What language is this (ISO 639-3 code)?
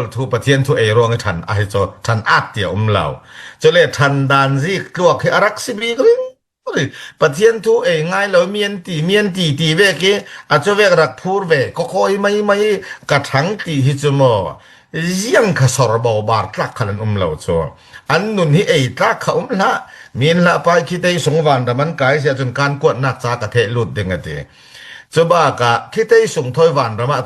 cfm